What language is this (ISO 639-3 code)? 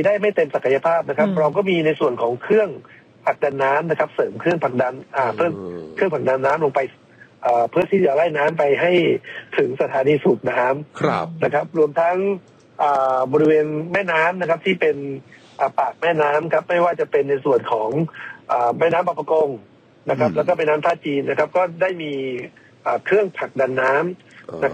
tha